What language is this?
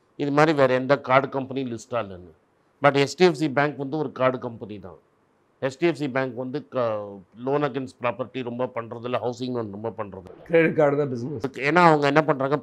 Tamil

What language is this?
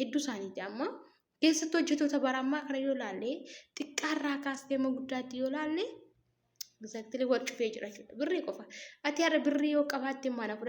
Oromo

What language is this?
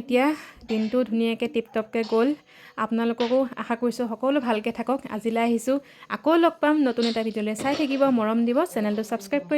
Assamese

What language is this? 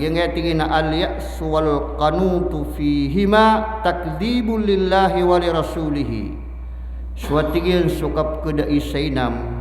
Maranao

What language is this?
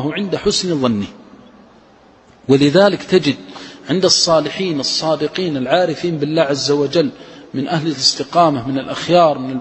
Arabic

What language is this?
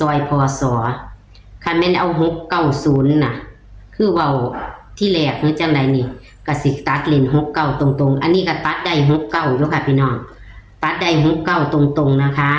Northeastern Thai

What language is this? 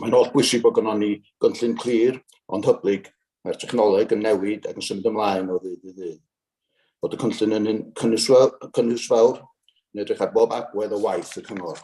Welsh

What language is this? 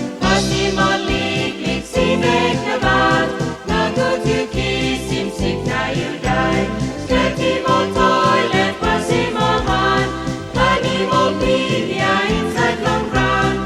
Tok Pisin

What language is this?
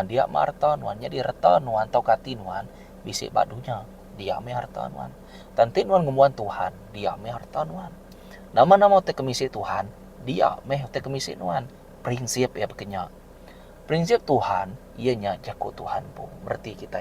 Iban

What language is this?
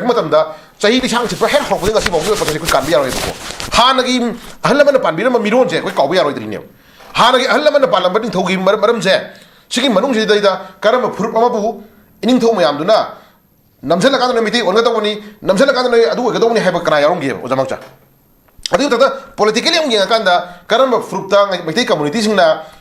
Manipuri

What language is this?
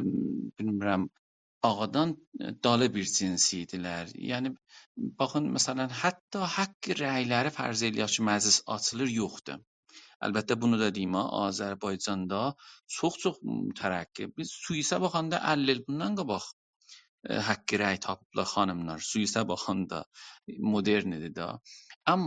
South Azerbaijani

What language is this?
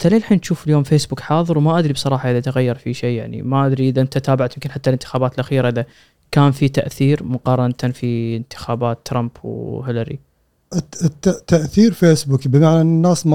Gulf Arabic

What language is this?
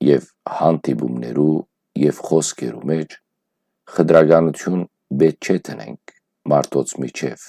Western Armenian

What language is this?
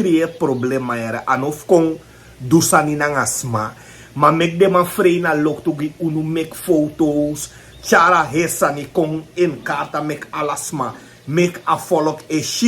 Sranan Tongo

